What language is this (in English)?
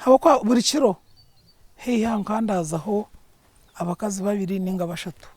Nyankole